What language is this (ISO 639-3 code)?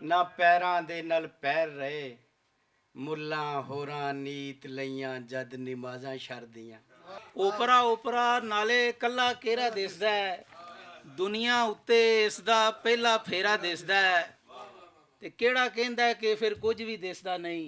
lah